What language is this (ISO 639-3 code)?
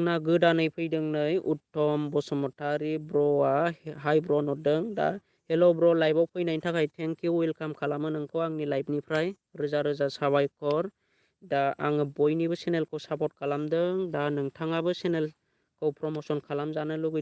brx